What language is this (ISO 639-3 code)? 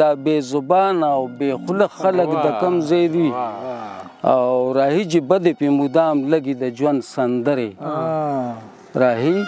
pus